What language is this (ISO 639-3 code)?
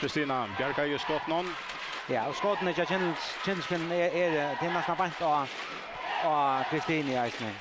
fao